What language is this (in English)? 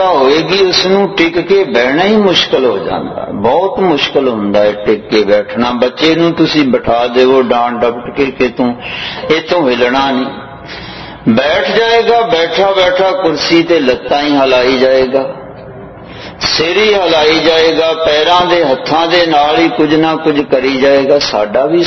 Punjabi